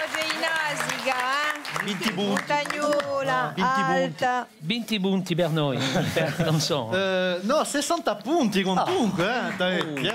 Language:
Corsican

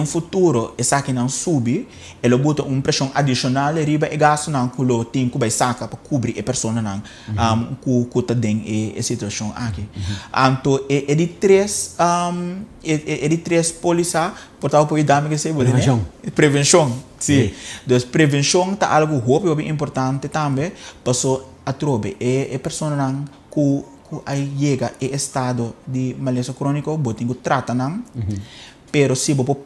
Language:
Papiamento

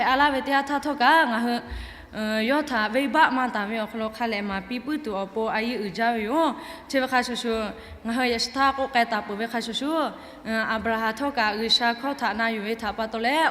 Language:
Lahu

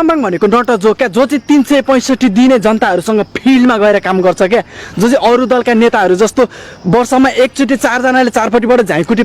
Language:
Nepali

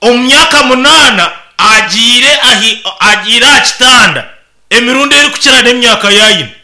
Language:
Nyankole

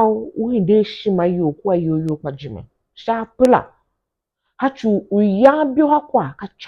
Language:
Tiv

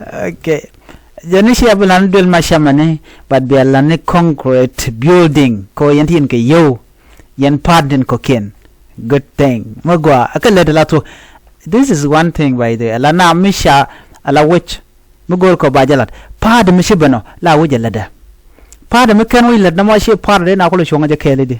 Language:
Nuer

